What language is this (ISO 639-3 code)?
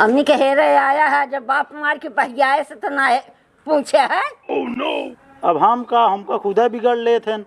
awa